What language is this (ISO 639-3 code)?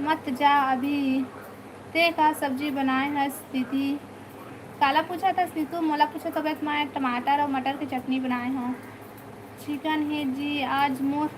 hne